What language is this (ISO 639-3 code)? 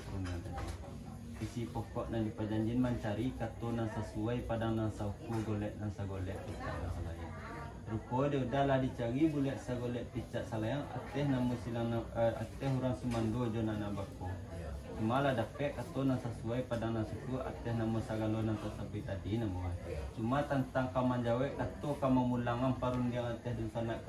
min